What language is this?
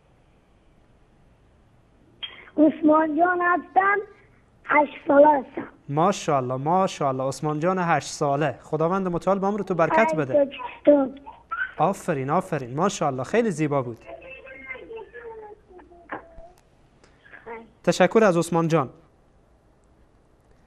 Persian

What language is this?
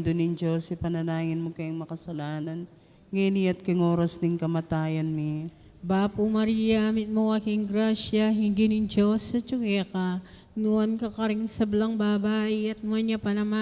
Pampanga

